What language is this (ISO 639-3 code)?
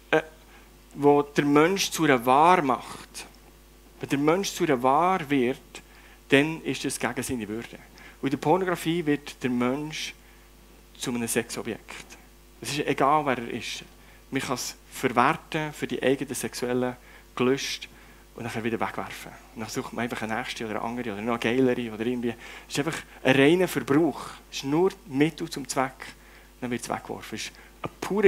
gsw